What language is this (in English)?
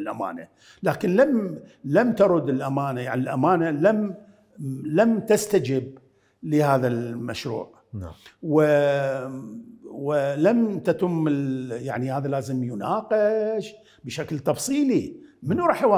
Mesopotamian Arabic